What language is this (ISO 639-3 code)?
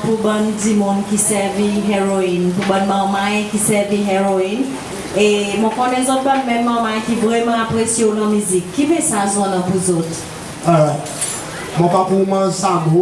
crs